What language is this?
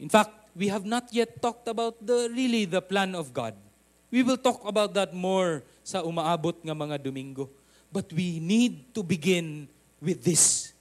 Cebuano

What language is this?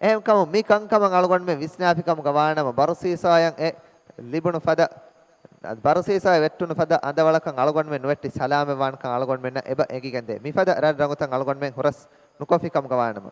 Divehi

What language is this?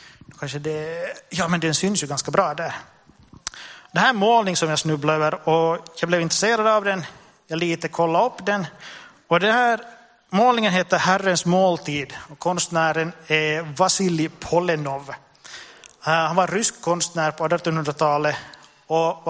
Swedish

